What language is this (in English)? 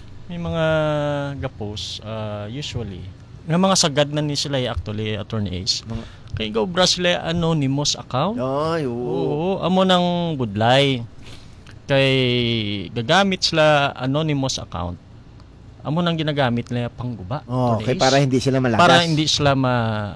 Hiligaynon